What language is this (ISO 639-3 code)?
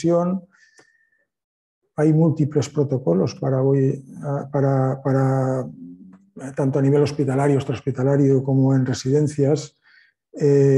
spa